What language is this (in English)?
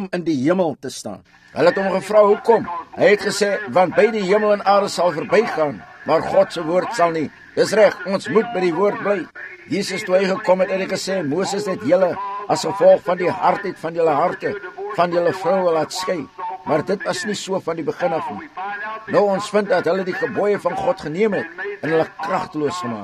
Afrikaans